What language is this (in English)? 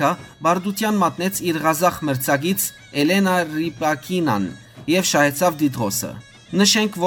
Western Armenian